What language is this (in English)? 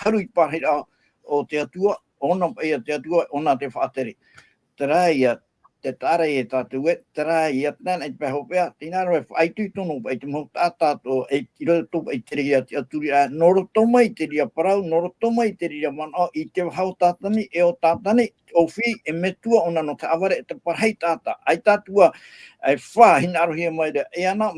Tahitian